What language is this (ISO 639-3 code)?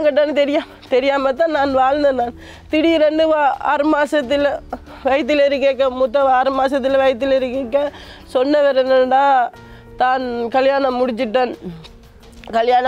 tam